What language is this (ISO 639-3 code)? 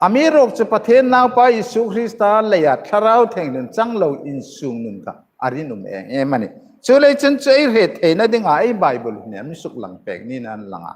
hmr